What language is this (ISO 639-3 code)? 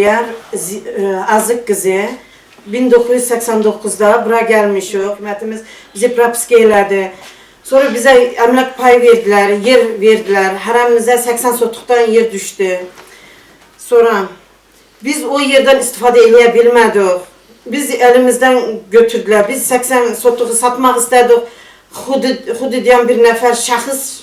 aze